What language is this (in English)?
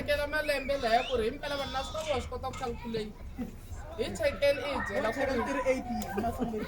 Tsonga